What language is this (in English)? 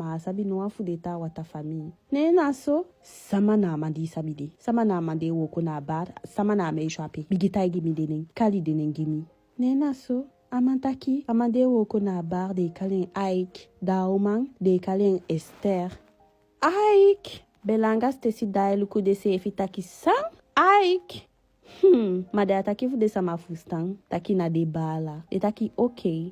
Eastern Maroon Creole